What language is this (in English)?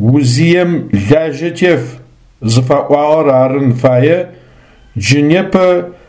Adyghe